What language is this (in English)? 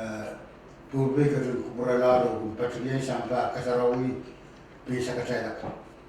Pohnpeian